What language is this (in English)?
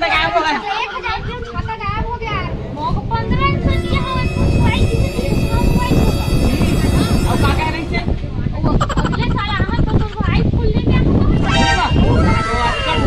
Chhattisgarhi